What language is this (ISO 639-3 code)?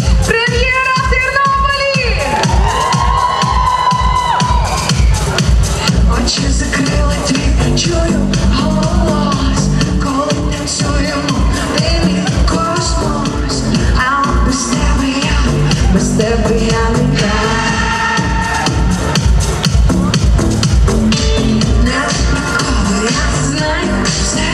ukr